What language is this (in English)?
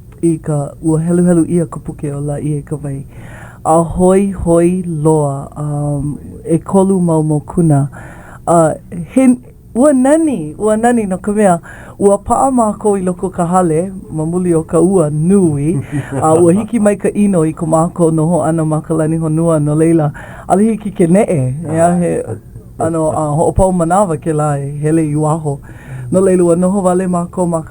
Hawaiian